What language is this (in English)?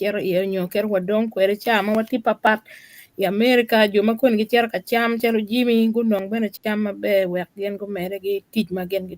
Acoli